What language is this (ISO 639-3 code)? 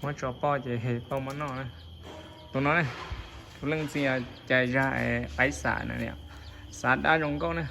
hmn